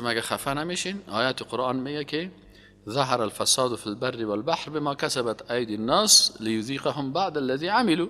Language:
Persian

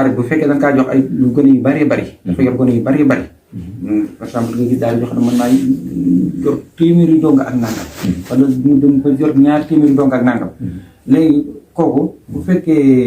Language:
Wolof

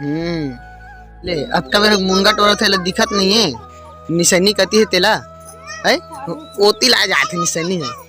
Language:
Chhattisgarhi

